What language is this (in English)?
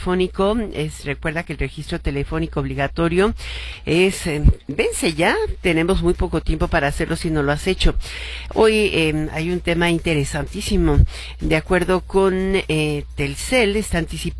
Spanish